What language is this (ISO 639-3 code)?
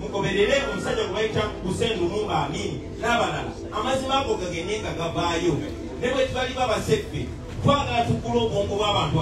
lug